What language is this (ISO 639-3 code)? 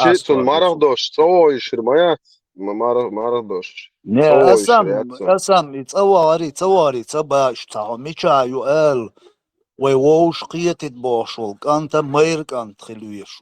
che